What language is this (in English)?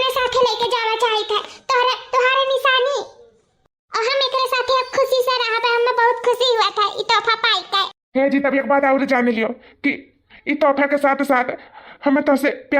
Awadhi